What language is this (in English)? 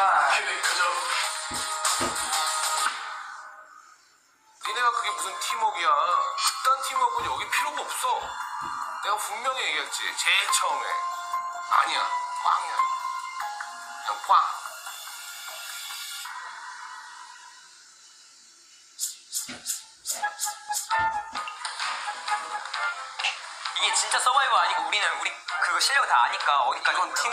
Korean